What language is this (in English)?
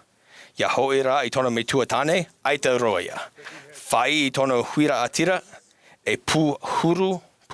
Tahitian